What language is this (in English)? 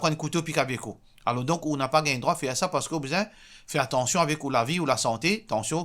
Morisyen